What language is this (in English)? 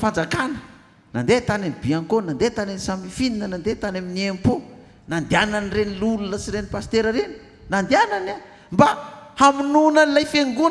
Malagasy